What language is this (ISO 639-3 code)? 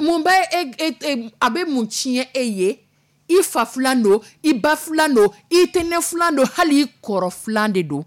dyu